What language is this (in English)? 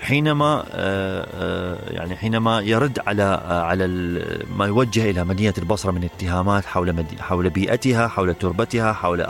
Mesopotamian Arabic